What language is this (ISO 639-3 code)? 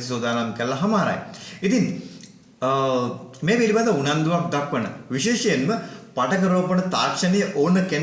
sin